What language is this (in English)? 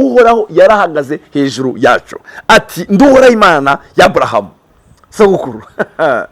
Rundi